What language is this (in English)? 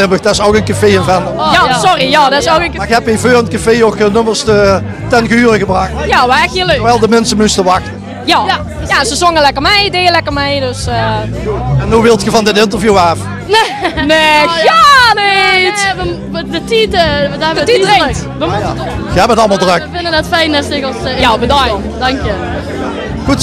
Limburgish